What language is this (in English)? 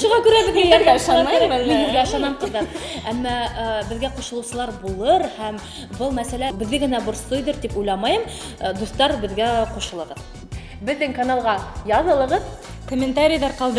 Bashkir